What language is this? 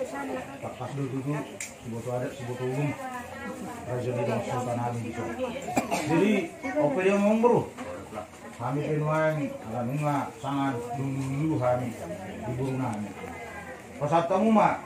Batak Toba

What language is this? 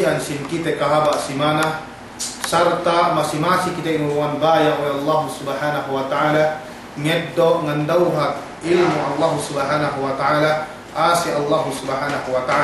Yakan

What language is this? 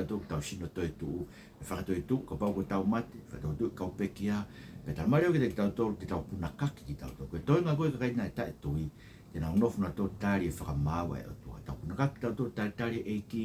Tongan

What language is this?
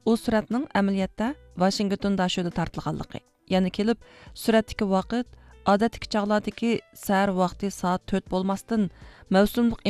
Uyghur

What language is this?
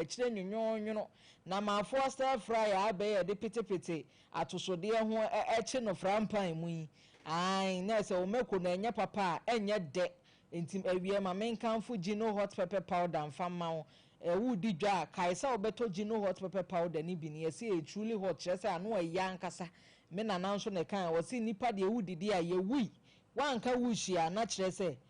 Akan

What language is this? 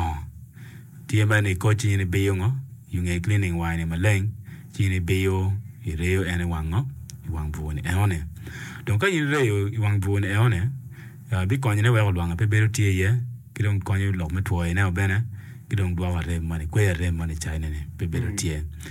Acoli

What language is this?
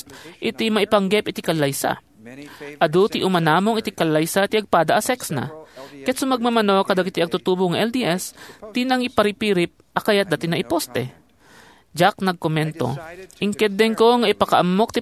Iloko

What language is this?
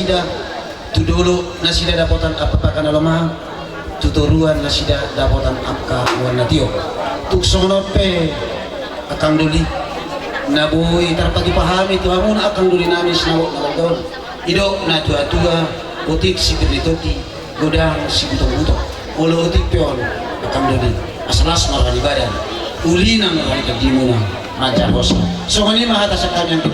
Batak Toba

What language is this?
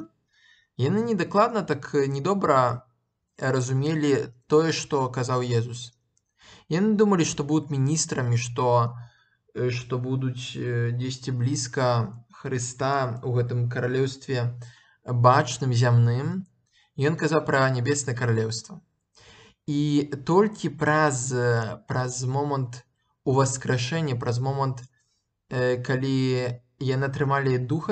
Belarusian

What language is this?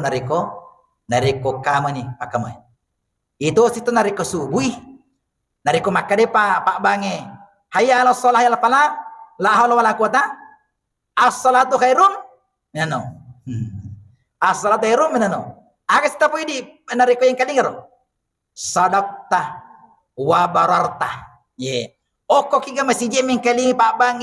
Buginese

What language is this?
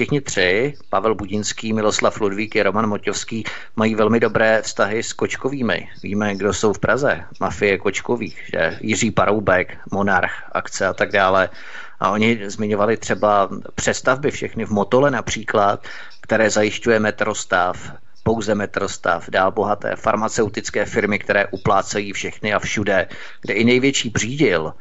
Czech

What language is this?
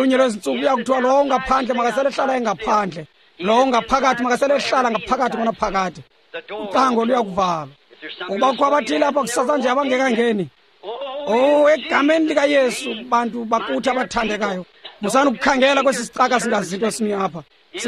Xhosa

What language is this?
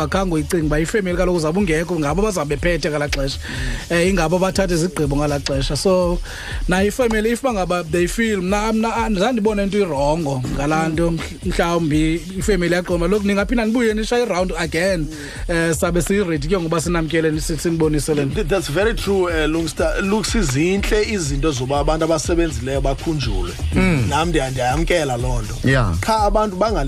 Xhosa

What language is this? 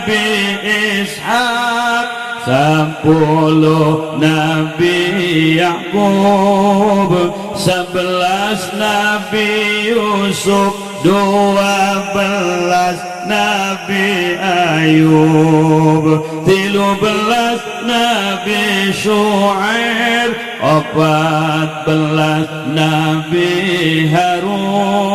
Sundanese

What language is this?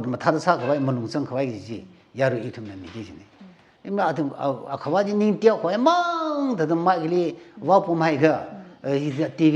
Tangkhul Naga (India)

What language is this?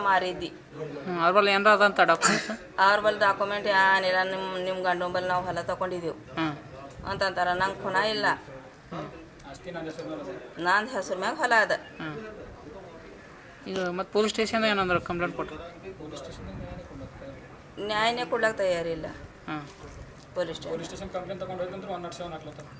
Kannada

